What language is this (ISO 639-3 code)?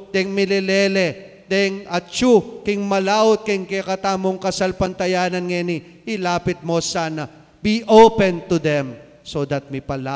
pam